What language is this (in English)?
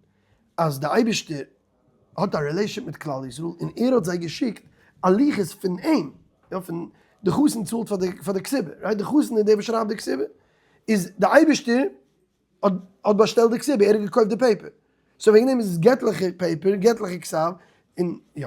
Yiddish